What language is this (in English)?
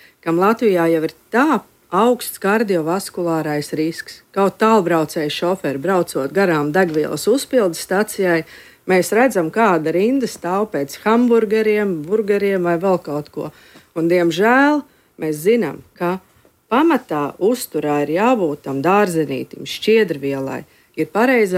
Latvian